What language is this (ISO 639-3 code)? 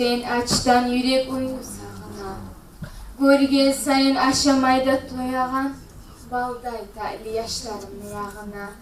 kum